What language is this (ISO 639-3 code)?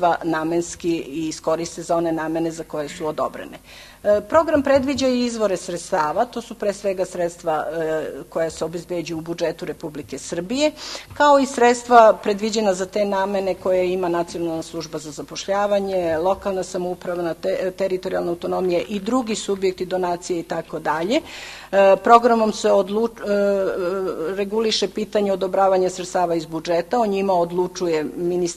srp